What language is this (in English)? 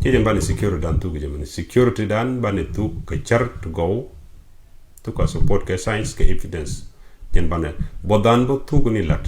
Nuer